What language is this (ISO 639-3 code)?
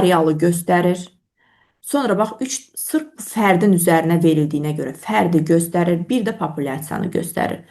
aze